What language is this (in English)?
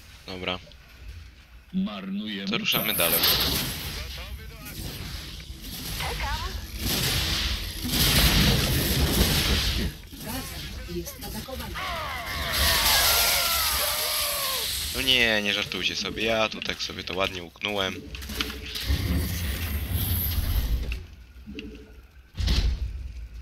Polish